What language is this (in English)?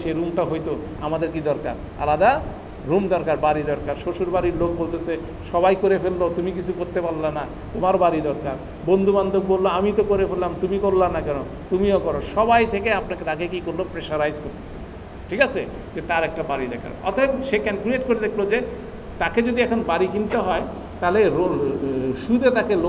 Bangla